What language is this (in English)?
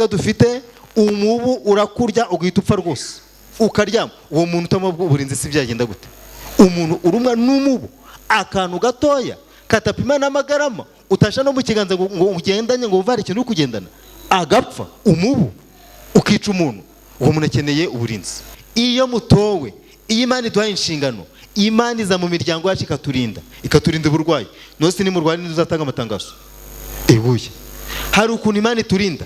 Kinyarwanda